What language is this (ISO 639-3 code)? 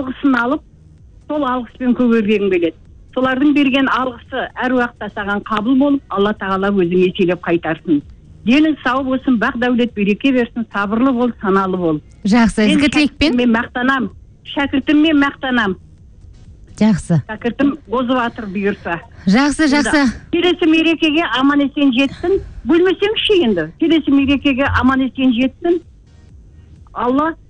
kaz